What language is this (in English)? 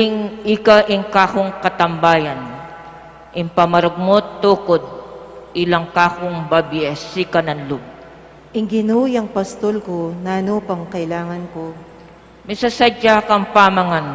Pampanga